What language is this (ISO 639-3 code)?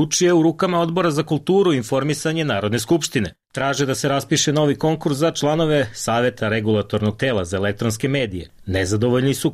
srp